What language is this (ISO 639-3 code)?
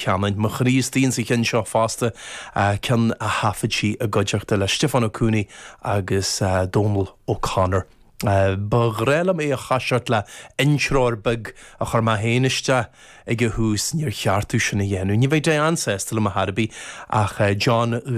gle